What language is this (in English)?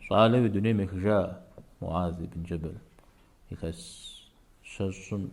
Kabardian